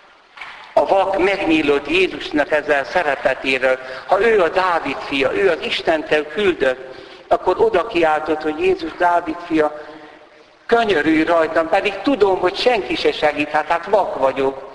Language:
Hungarian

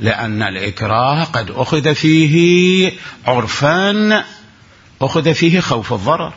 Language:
Mesopotamian Arabic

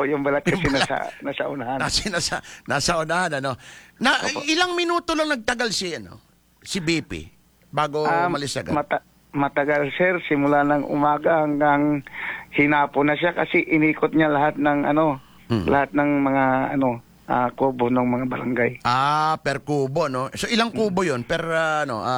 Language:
Filipino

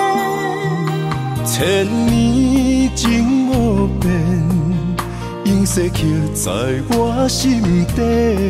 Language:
Min Nan Chinese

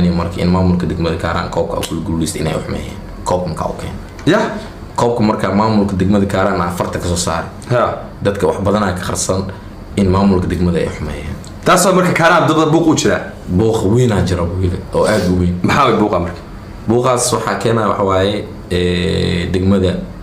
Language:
Somali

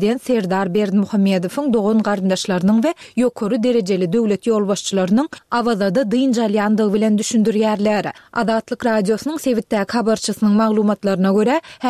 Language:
Turkmen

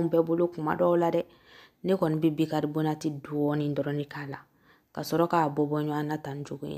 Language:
Bambara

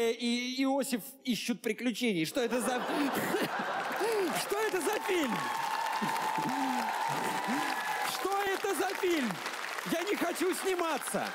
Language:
Russian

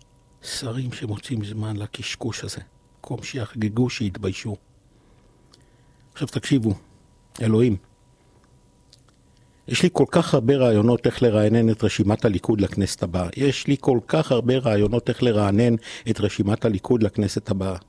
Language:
Hebrew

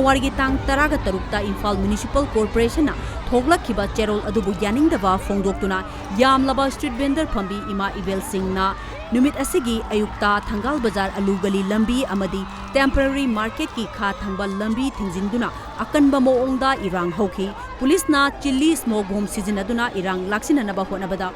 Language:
Manipuri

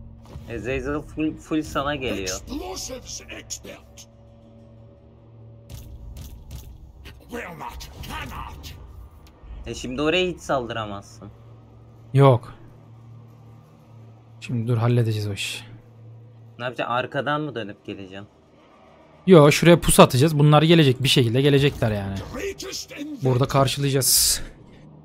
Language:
Turkish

